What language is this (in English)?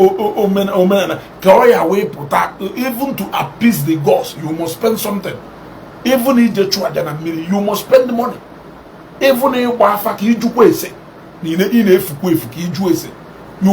Igbo